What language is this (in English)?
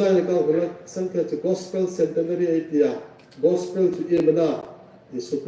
Hmar